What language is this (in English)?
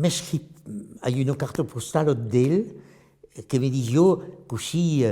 Occitan